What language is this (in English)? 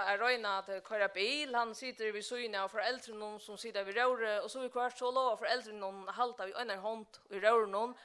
Faroese